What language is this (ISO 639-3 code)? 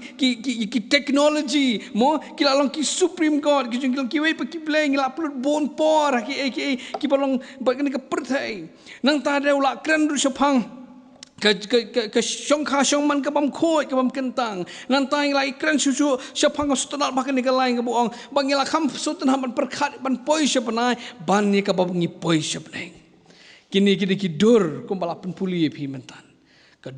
kha